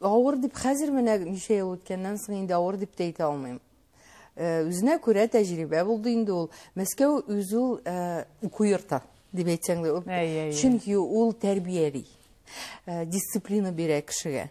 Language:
Tatar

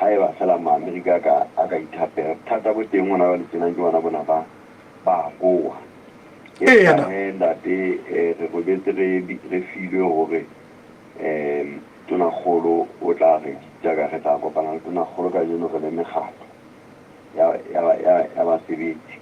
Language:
Southern Sotho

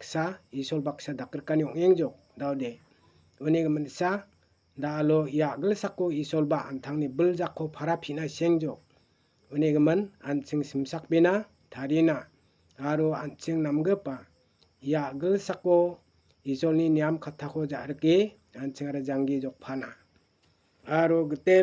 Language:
Garo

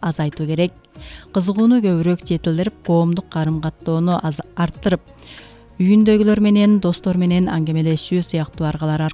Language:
Kyrgyz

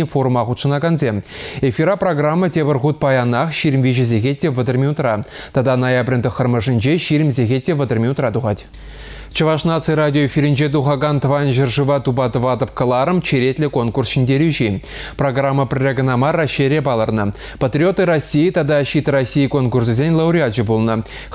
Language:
Chuvash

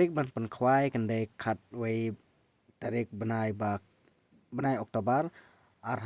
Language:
Khasi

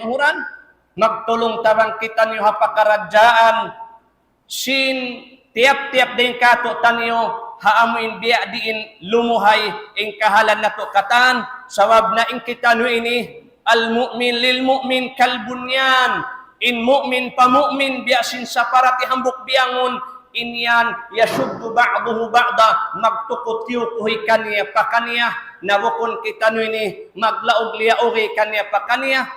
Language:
Tausug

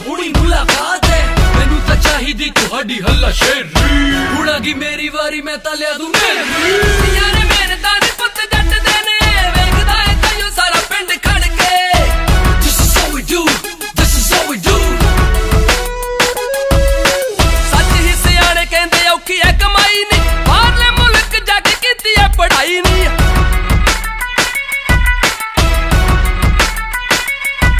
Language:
Punjabi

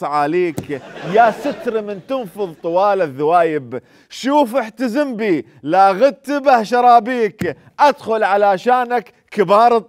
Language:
Mesopotamian Arabic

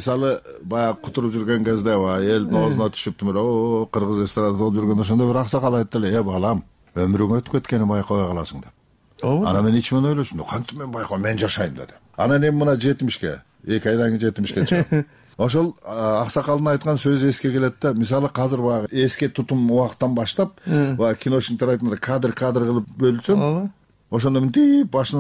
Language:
Kyrgyz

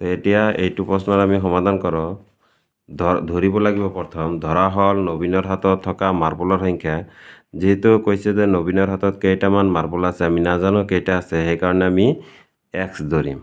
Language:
Assamese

